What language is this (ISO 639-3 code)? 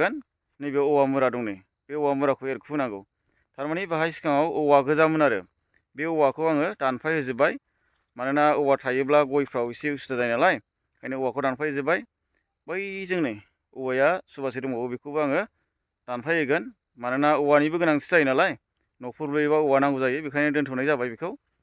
brx